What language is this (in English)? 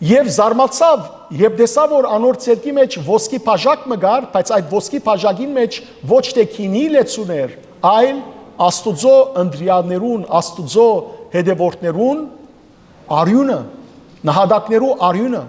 Western Armenian